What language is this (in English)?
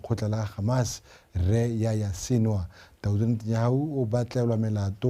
Tswana